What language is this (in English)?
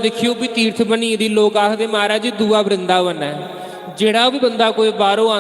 Dogri